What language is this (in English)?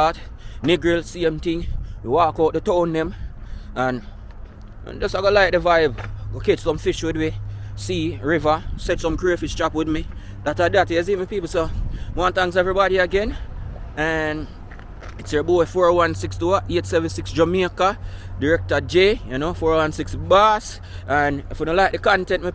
Jamaican Creole English